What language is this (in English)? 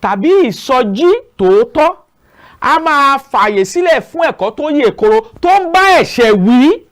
Yoruba